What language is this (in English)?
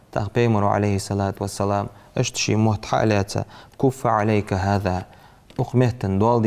Ingush